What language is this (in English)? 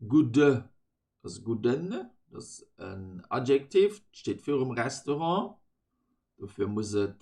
Luxembourgish